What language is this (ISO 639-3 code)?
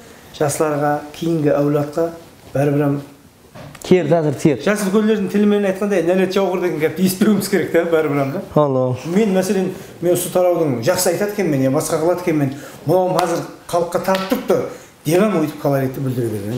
kaa